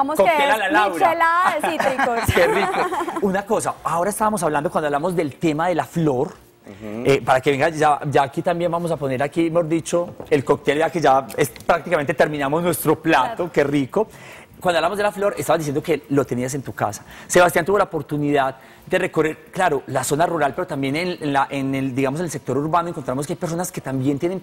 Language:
Spanish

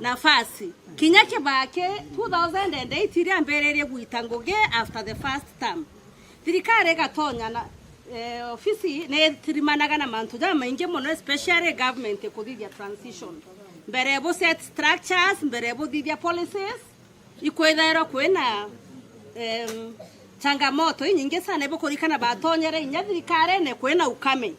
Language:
Meru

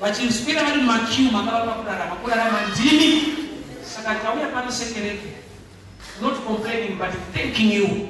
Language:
Shona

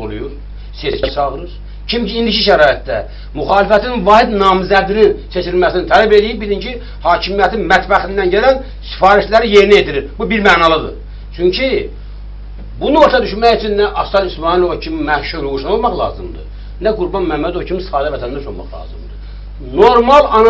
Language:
Azerbaijani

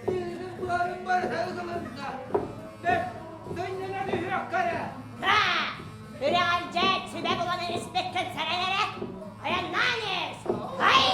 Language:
Yakut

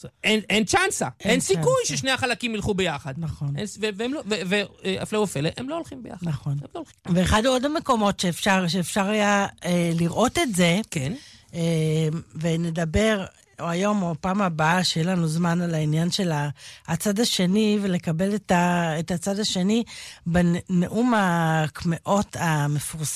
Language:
Hebrew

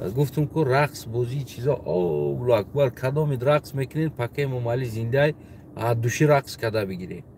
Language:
Tajik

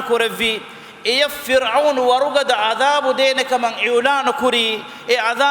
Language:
Divehi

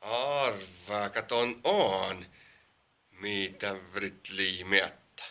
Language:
Skolt Sami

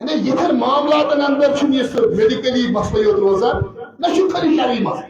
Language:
Kashmiri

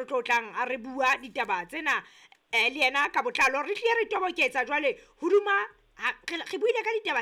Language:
Southern Sotho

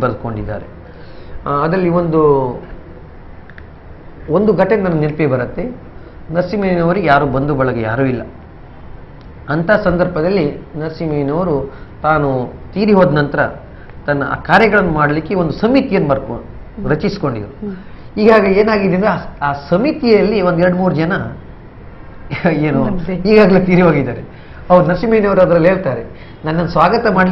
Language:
Kannada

